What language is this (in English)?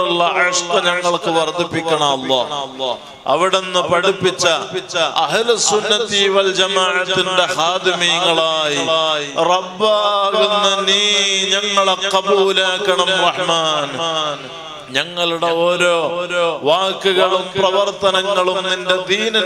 Malayalam